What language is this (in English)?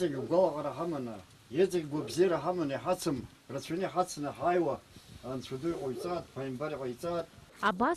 Abkhazian